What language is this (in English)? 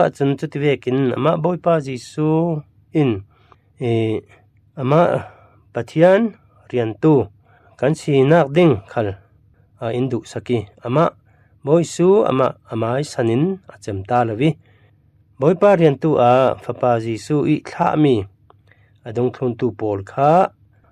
Falam Chin